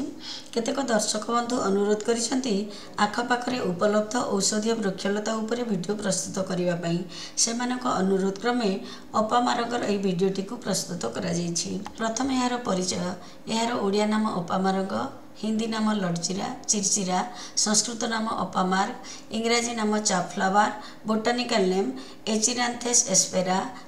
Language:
Odia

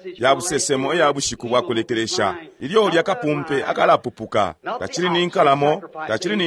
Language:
Bemba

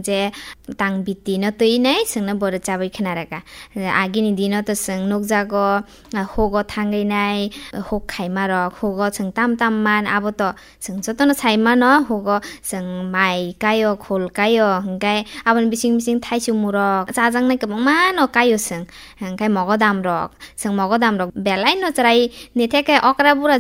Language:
Kok Borok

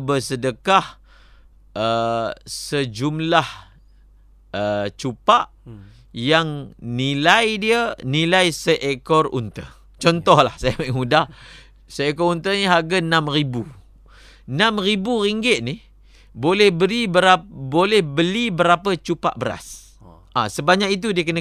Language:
Malay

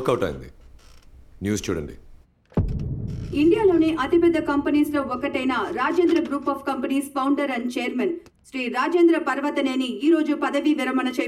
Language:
Telugu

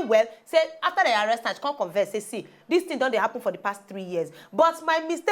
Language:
Nigerian Pidgin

